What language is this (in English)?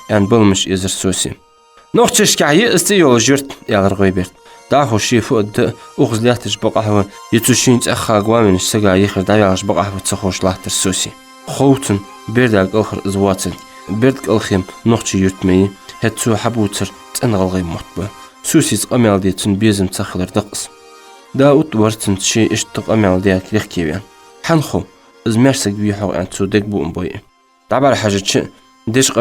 Ingush